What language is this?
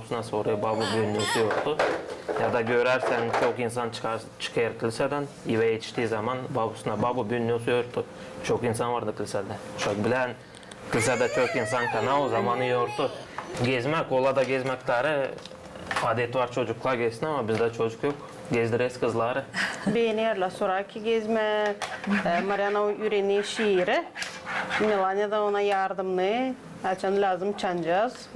Gagauz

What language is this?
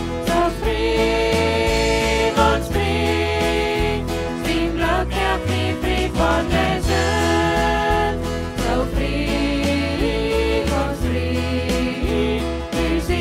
Plautdietsch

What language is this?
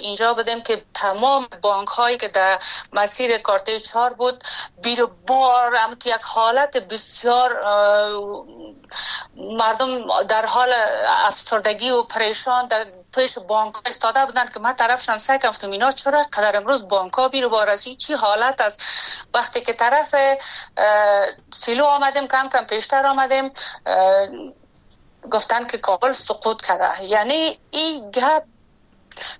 Persian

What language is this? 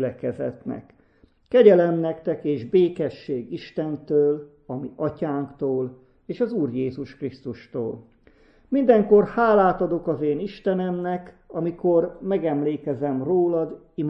Hungarian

